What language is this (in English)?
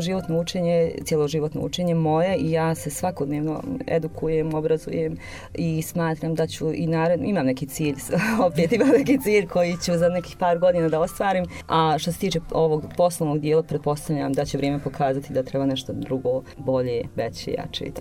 Bosnian